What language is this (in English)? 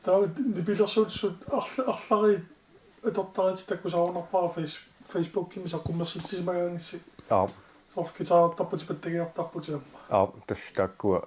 Kalaallisut